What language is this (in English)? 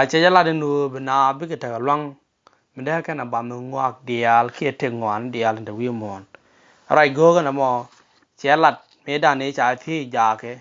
Nuer